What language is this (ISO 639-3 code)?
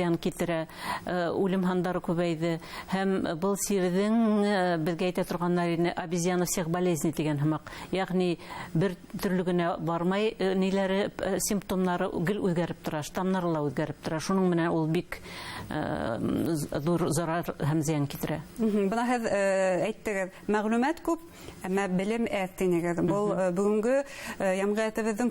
bak